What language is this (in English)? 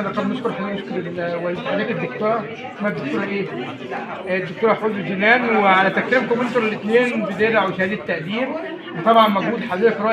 Egyptian Arabic